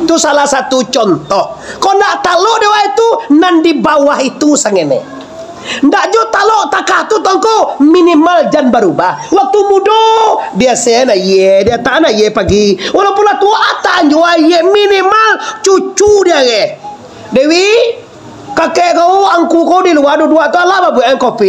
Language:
Minangkabau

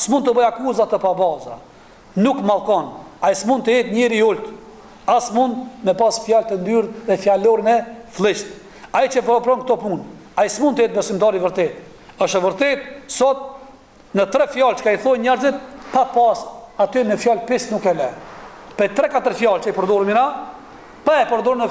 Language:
Albanian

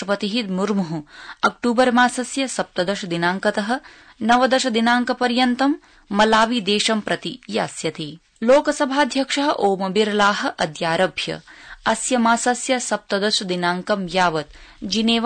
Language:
Sanskrit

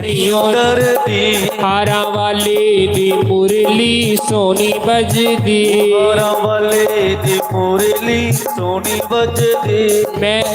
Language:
Dogri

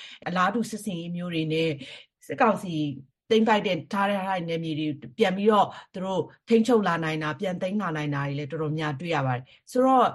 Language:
Burmese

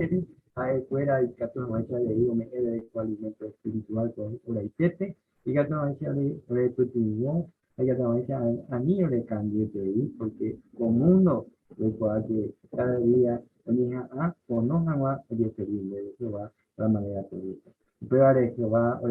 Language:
Guarani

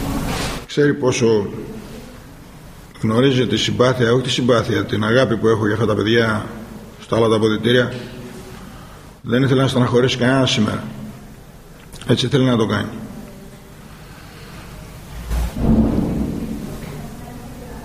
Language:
Greek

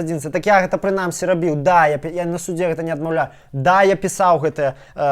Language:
Belarusian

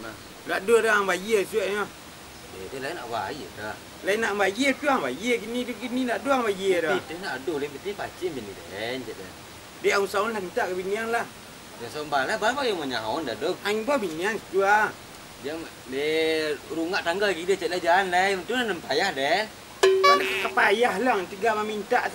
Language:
Minangkabau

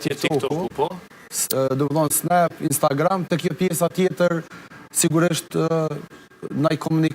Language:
Albanian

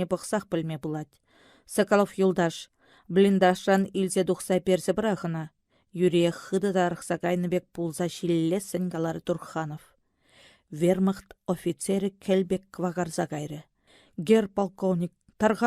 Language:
Chuvash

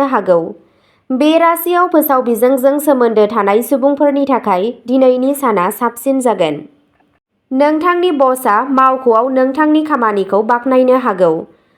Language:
Bodo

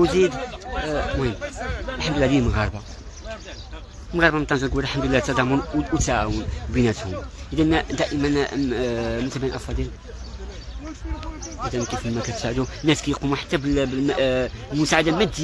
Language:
Moroccan Arabic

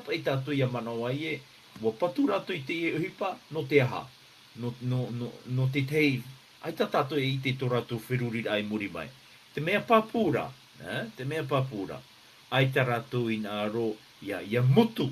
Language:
Tahitian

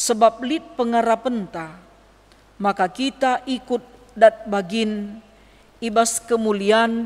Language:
Batak Karo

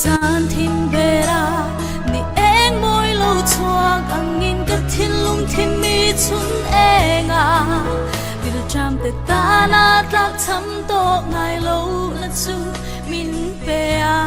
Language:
Falam Chin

